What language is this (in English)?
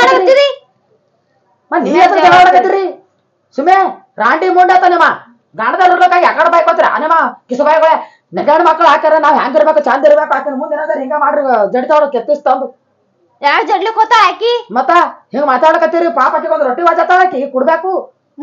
Kannada